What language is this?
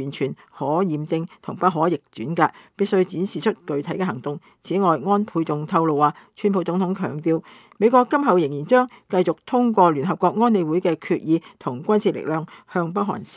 Cantonese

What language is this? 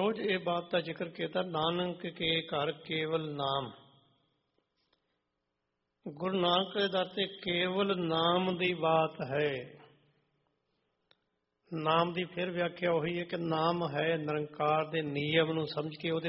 Punjabi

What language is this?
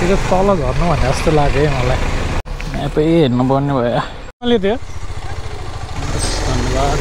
Nepali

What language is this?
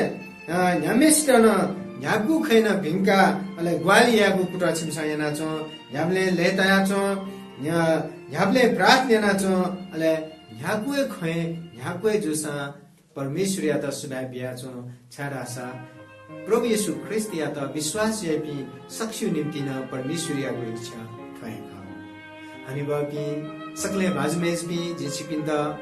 Newari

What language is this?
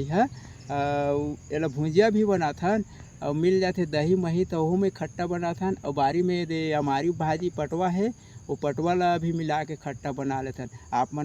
Chhattisgarhi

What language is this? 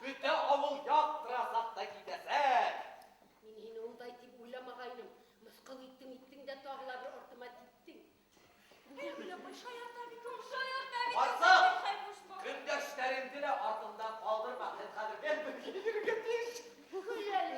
Bashkir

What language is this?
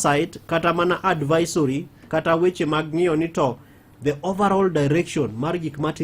Luo (Kenya and Tanzania)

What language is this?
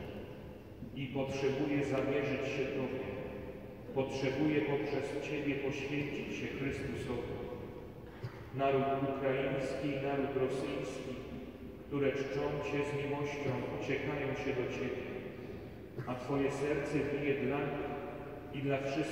Polish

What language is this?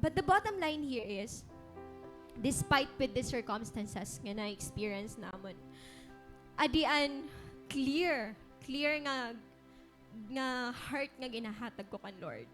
Waray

